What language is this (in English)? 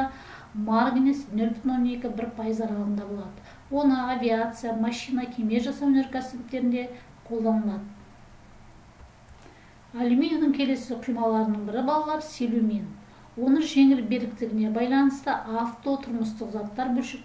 Kazakh